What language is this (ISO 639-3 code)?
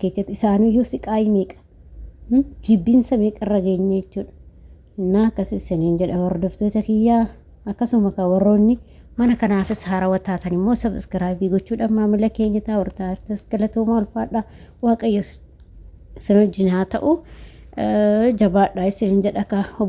orm